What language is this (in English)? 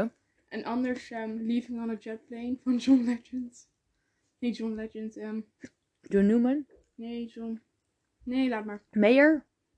Dutch